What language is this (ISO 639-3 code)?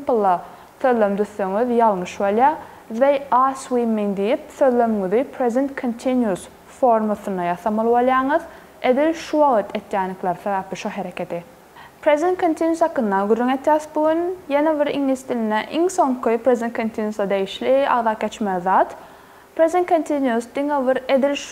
tuk